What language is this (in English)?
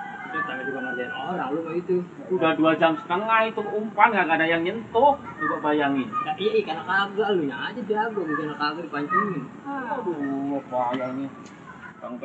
Betawi